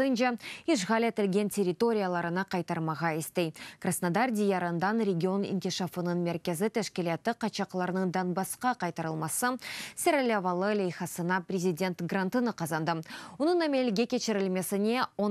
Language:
Crimean Tatar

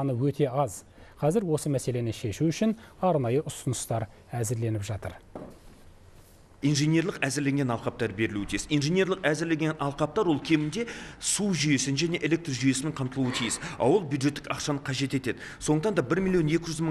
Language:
Kazakh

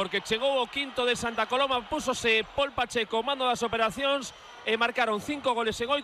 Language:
Galician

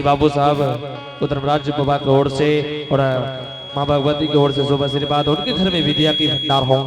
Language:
Angika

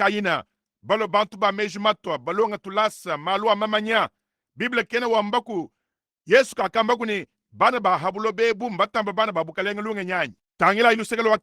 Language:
Luba-Lulua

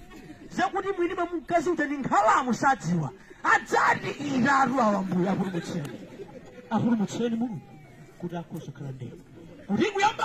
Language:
Nyanja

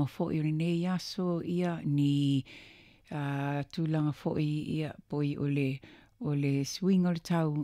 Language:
Samoan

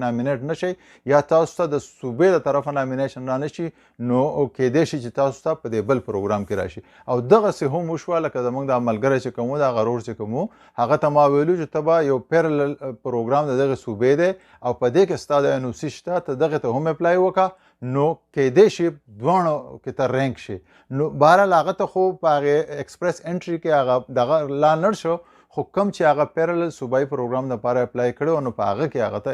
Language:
Pashto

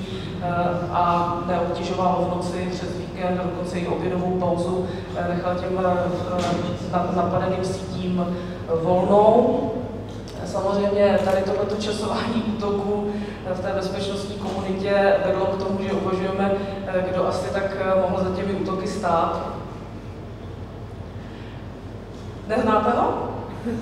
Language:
Czech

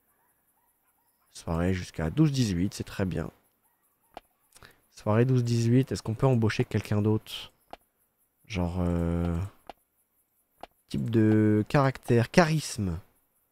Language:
French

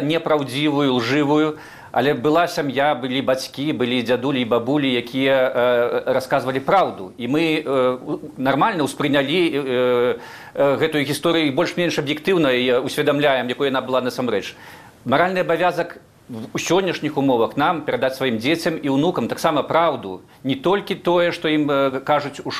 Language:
Belarusian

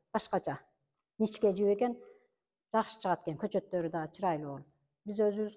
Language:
Kyrgyz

